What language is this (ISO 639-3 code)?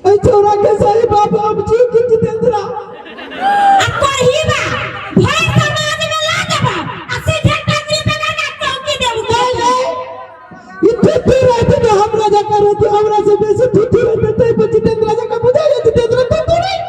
mai